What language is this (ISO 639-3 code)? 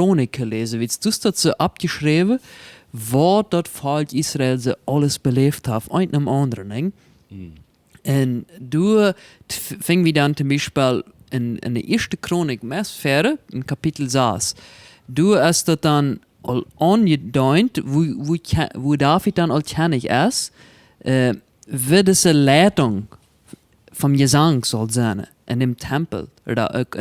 pdt